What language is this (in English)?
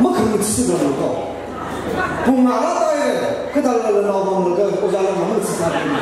Tangkhul Naga (India)